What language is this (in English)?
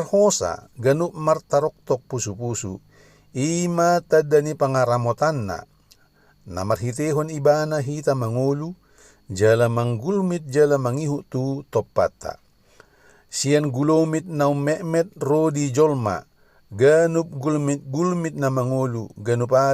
Batak Toba